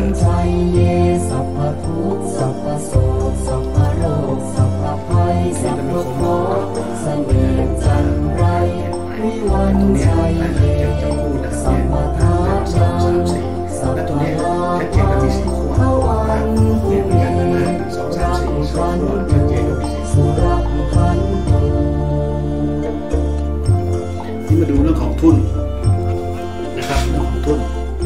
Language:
Thai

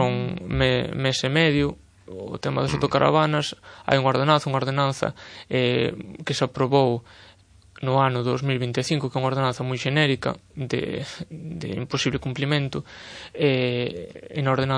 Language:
Galician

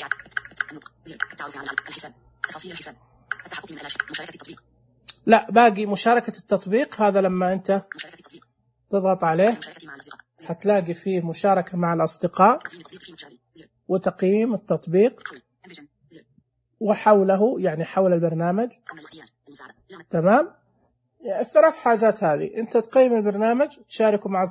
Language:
Najdi Arabic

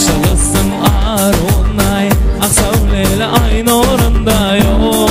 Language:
Kara-Kalpak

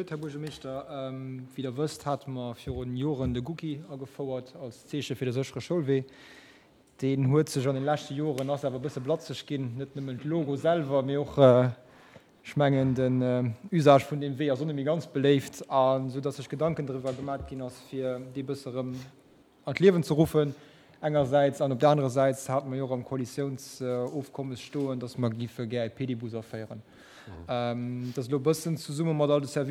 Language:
Luxembourgish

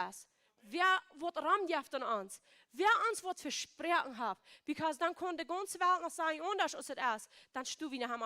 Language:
Plautdietsch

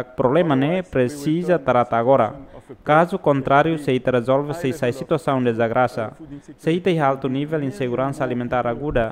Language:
Tetum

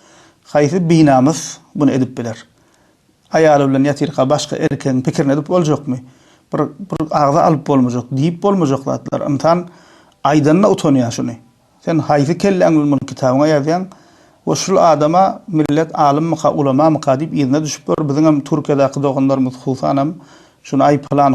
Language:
Turkmen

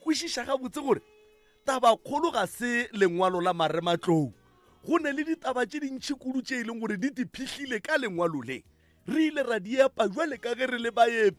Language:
Northern Sotho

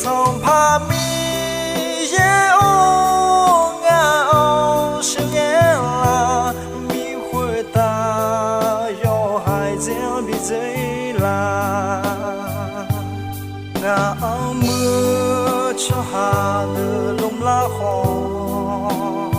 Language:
Akha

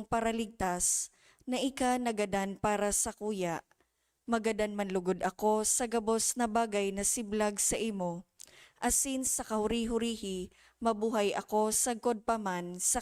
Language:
Bikol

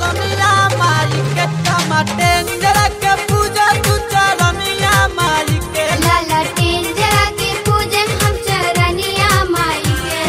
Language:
Bhojpuri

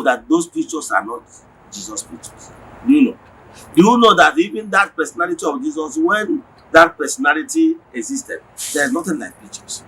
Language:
Igbo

